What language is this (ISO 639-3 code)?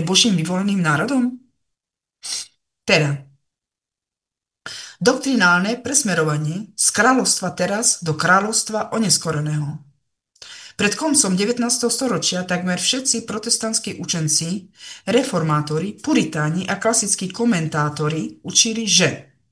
slk